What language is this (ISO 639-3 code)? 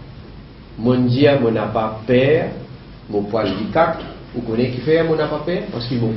mfe